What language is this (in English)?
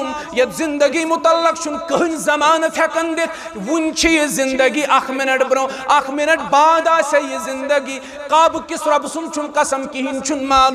Kashmiri